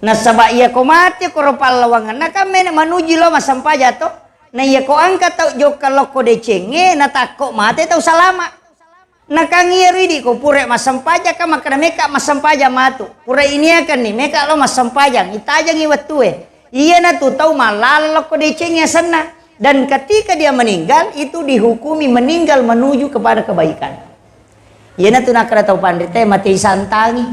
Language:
Buginese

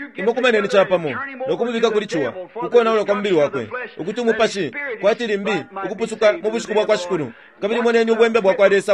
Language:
Bemba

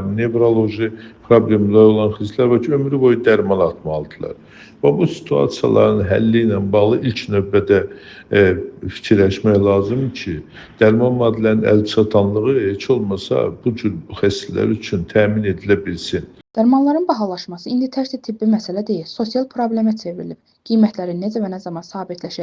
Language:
Azerbaijani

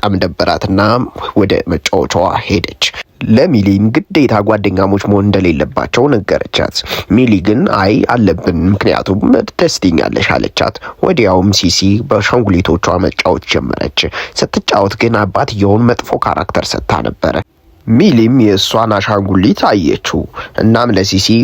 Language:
Amharic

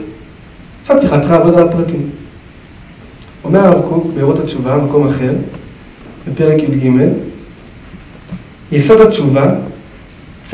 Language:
Hebrew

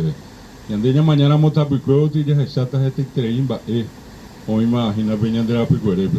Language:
Guarani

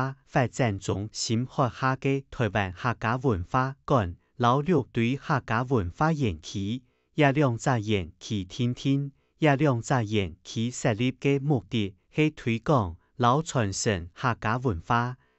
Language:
Hakka Chinese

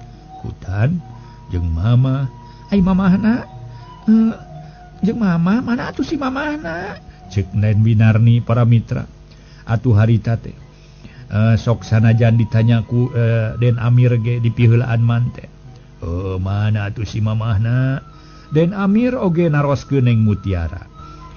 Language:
Sundanese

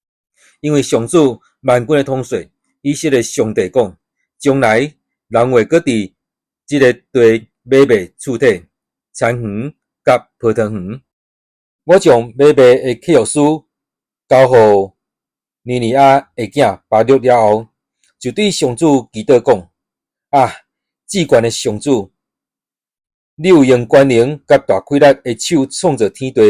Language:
Min Nan Chinese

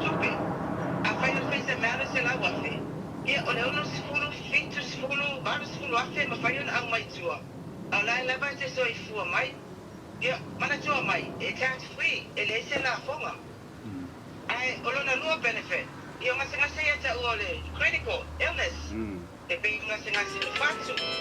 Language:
Samoan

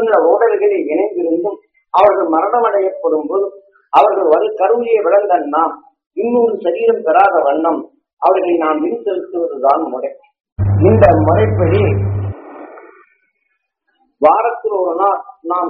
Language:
Tamil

